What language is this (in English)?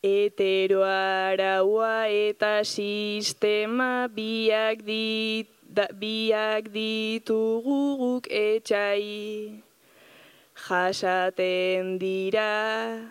Basque